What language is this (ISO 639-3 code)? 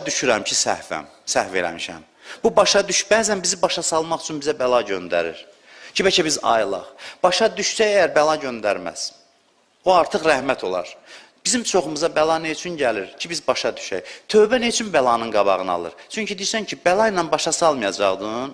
aze